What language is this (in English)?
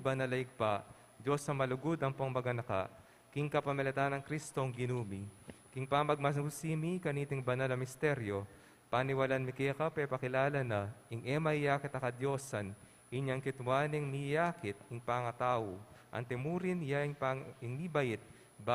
Pampanga